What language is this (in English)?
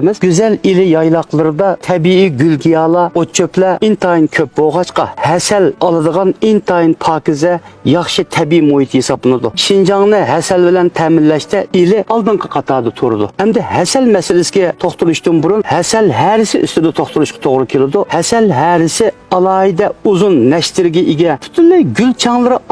Uyghur